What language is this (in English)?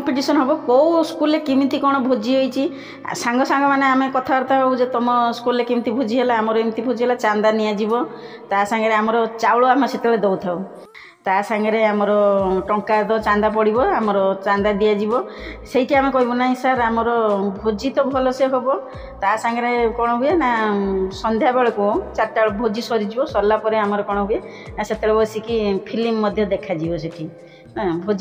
Odia